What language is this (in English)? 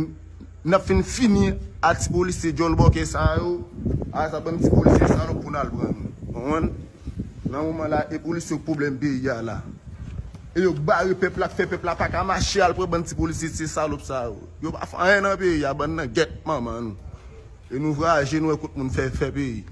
Haitian Creole